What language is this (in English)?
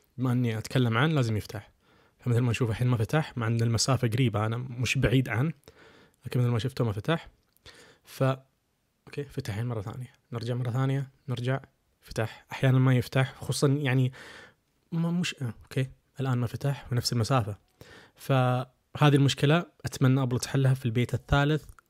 Najdi Arabic